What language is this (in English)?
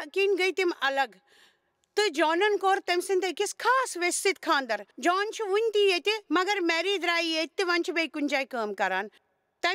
Kashmiri